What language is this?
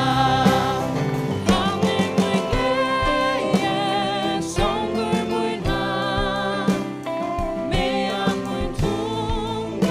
Faroese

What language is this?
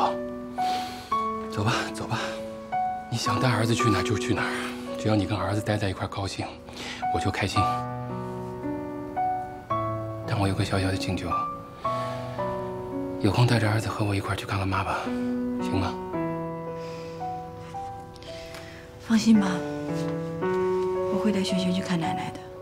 Chinese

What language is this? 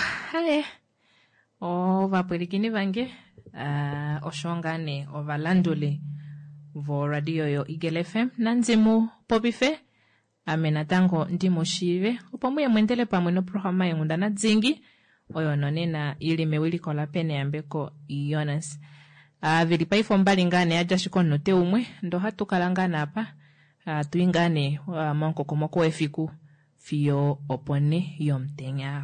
Kuanyama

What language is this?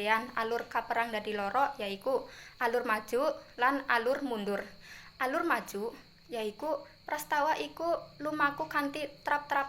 Javanese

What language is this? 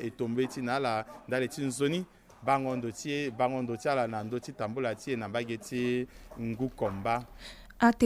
Sango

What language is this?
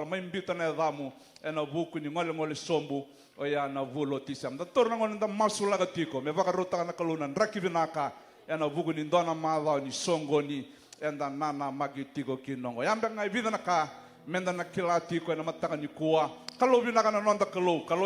Fijian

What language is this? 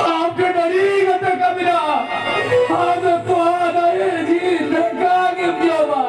Santali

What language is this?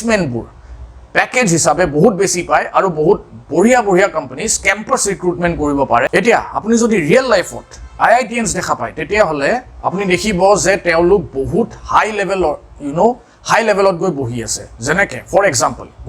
Assamese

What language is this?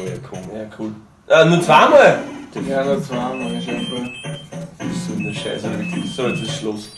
Bavarian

